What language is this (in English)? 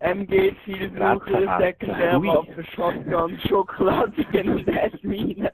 Swiss German